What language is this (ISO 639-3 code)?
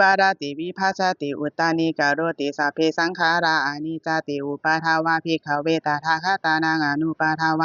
pli